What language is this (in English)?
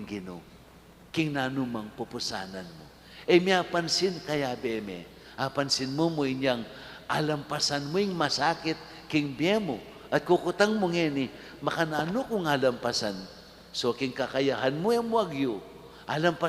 Pampanga